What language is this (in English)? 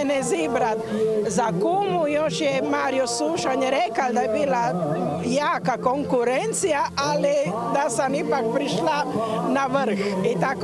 Croatian